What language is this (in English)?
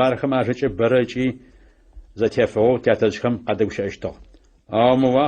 Adyghe